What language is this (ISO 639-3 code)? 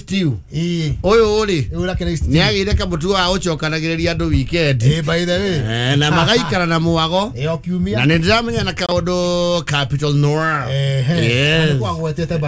kik